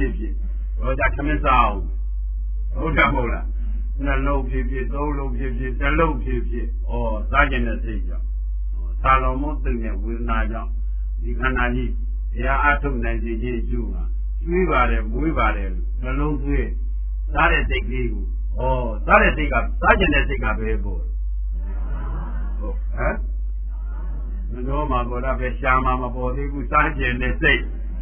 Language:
Burmese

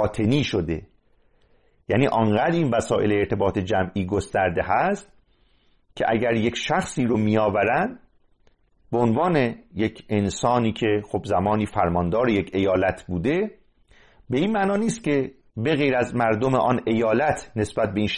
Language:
Persian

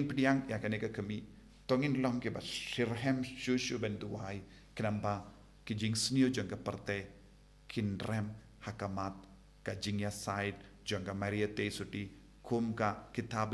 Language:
Khasi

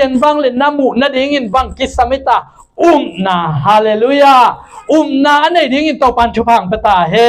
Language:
Tedim Chin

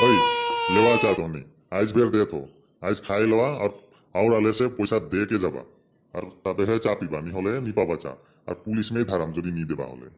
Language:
Sadri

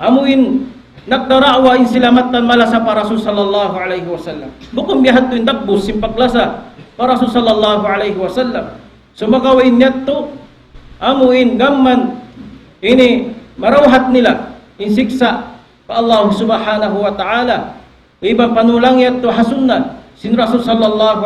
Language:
Tausug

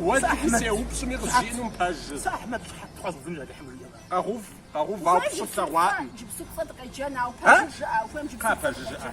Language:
Kabardian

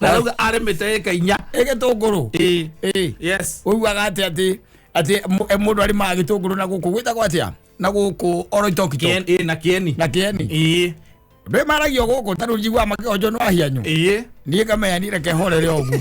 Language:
Kikuyu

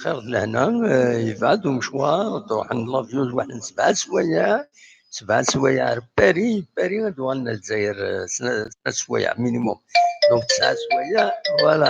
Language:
Kabyle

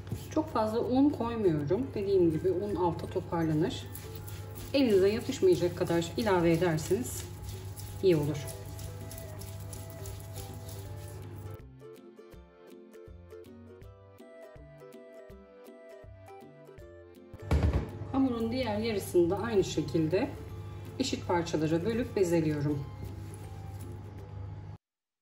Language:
Turkish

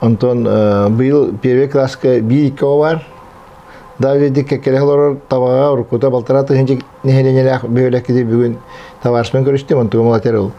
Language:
Yakut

